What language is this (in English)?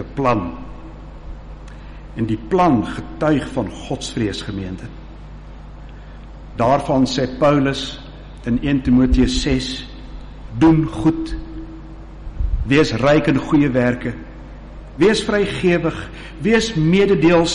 Afrikaans